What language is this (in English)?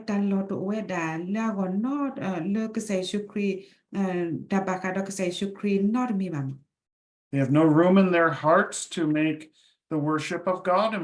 S'gaw Karen